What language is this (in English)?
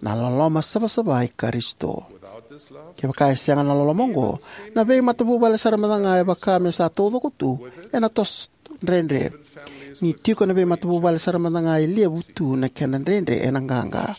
Fijian